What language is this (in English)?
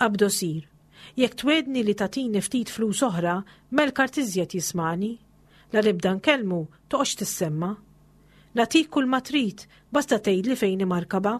Maltese